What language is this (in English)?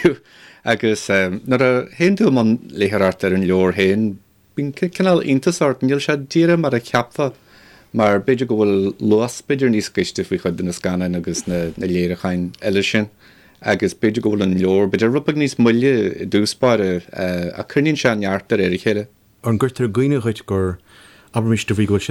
Irish